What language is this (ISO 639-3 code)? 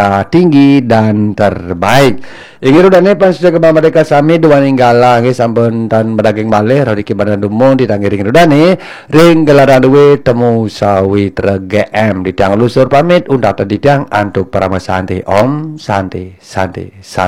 ban